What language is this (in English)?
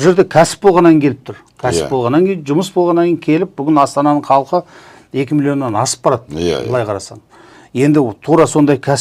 Kazakh